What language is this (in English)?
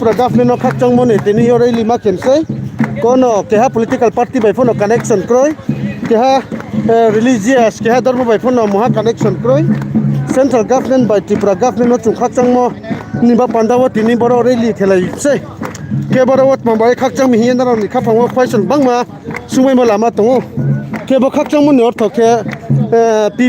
Riang (India)